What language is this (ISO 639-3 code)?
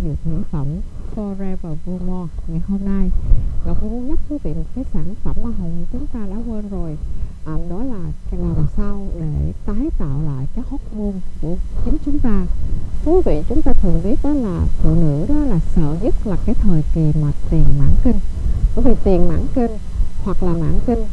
vie